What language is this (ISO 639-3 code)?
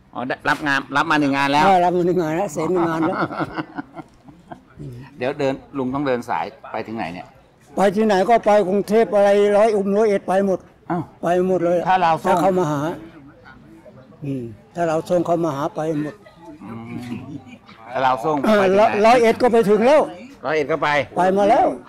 tha